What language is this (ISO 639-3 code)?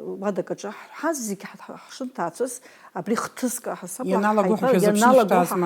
abk